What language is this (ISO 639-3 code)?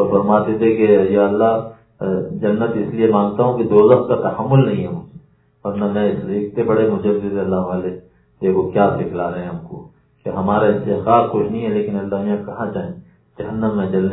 urd